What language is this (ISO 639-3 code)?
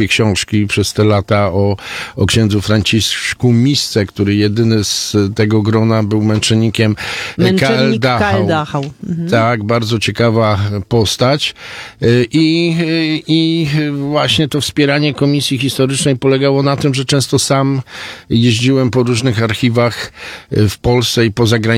pol